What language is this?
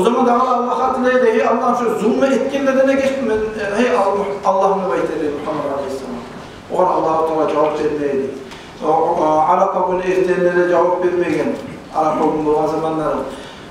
Kumyk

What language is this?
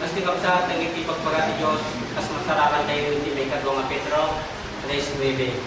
Iloko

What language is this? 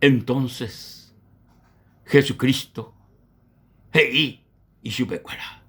Guarani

